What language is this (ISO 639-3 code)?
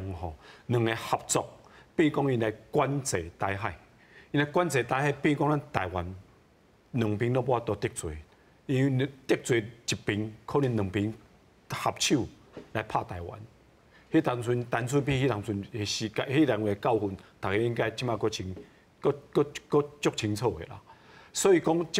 nan